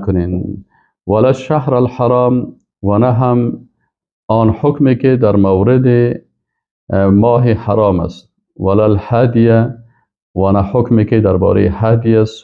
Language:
Persian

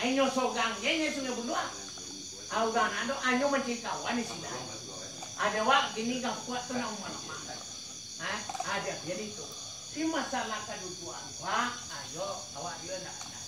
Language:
Minangkabau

